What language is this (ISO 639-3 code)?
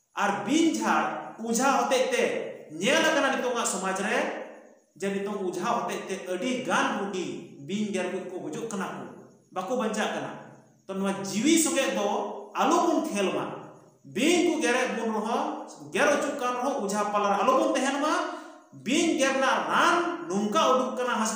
sat